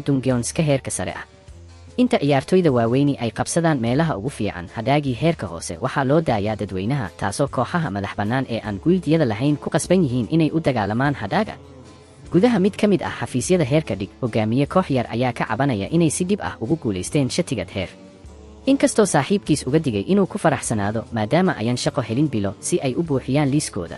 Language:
Somali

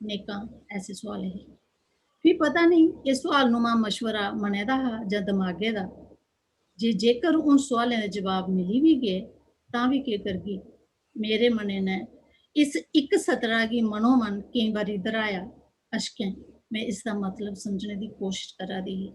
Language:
Dogri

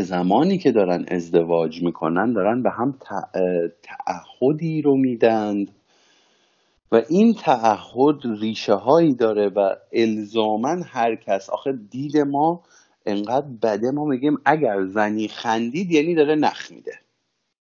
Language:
Persian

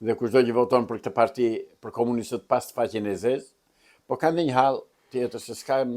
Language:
Albanian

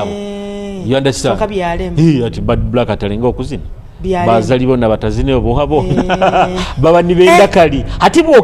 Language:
Nyoro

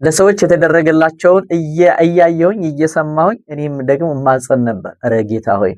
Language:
Amharic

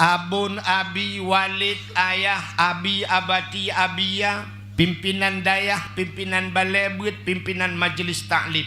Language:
Achinese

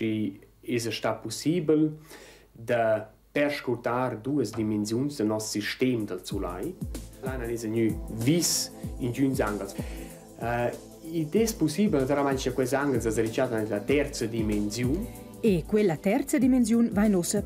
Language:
Romansh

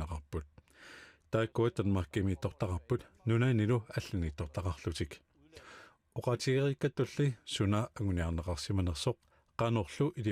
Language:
Kalaallisut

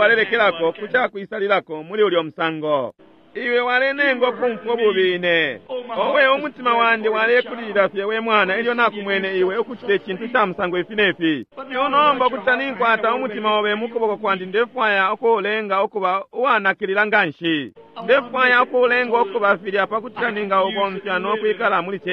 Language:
Bemba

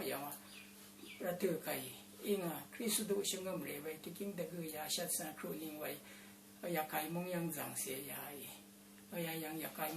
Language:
Rawang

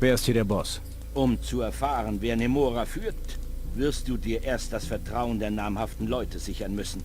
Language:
Bavarian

